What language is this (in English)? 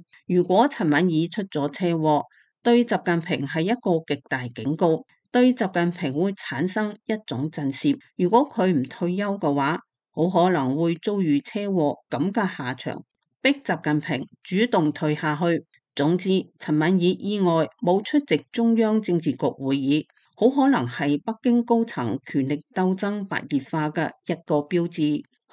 Cantonese